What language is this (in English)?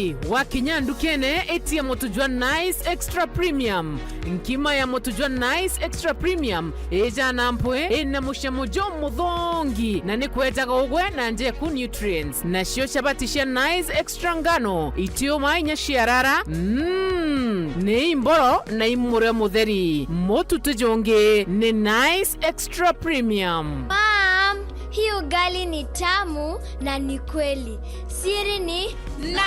Meru